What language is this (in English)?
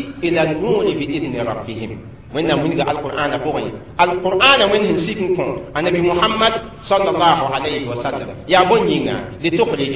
Mossi